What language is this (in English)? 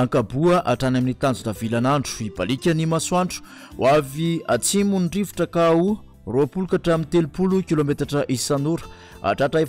Malagasy